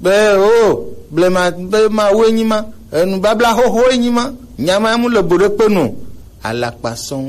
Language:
Gen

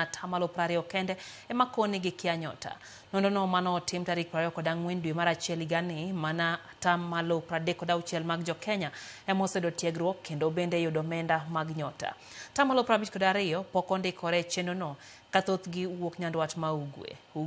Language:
Luo (Kenya and Tanzania)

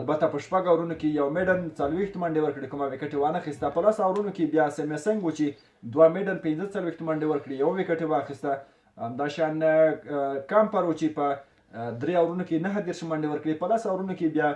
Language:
Pashto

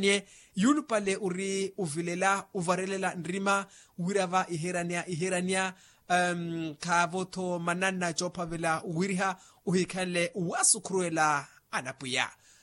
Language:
Makhuwa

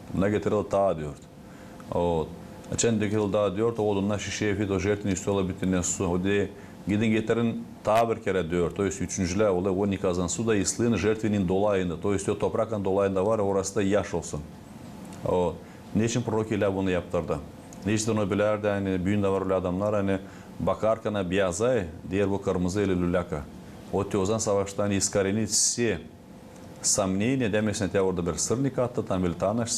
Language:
Gagauz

